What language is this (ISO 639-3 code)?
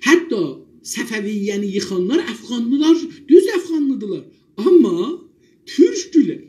azb